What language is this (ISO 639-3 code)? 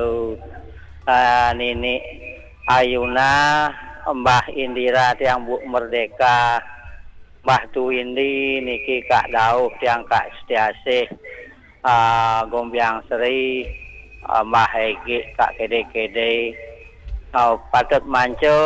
ban